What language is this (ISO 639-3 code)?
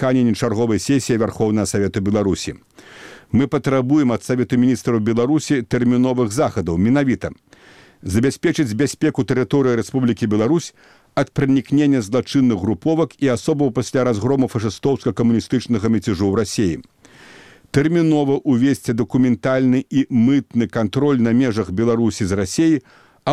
bel